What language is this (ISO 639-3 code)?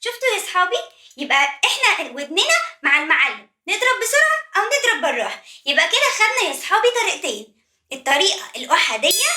arz